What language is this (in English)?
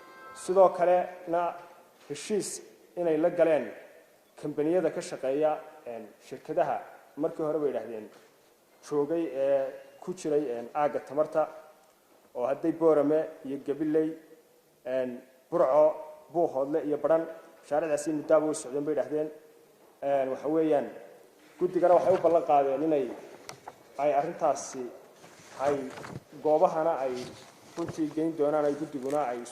Somali